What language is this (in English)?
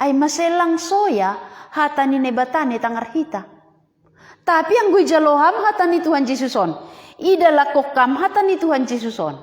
Batak Simalungun